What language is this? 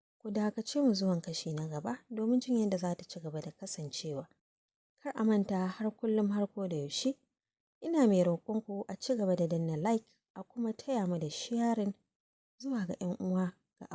Hausa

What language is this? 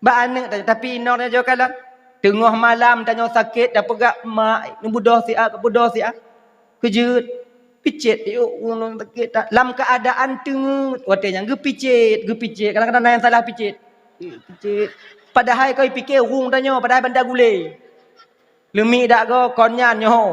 Achinese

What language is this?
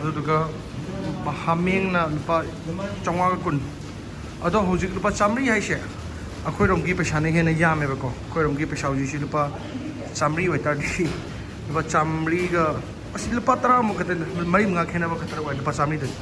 Manipuri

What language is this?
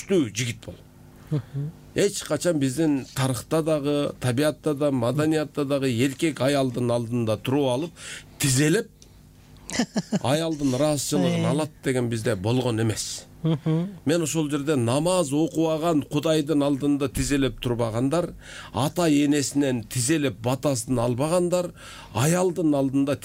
Kyrgyz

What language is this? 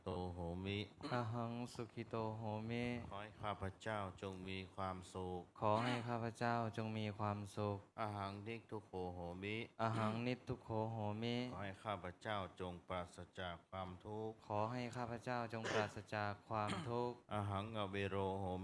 Pali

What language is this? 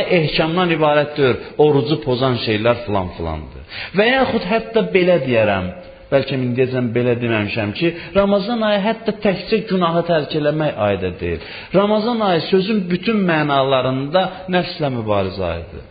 Azerbaijani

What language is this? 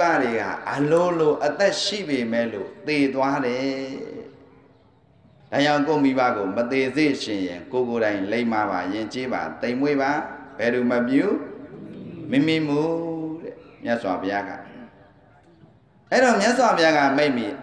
Burmese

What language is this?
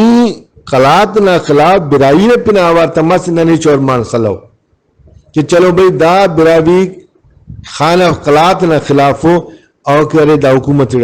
Brahui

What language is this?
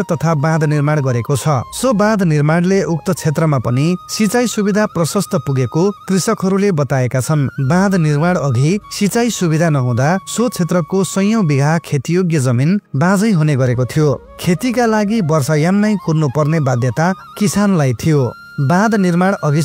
Nepali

